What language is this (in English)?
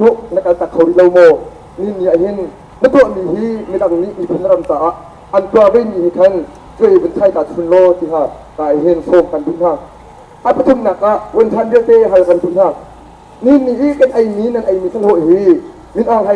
Hakha Chin